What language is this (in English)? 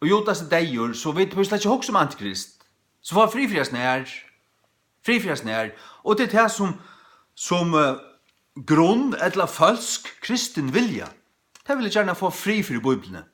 Faroese